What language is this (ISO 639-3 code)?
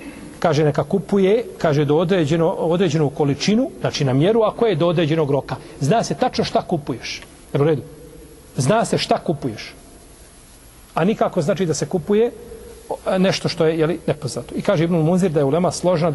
bos